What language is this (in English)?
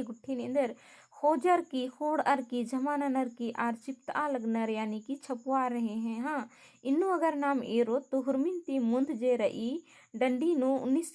Kurukh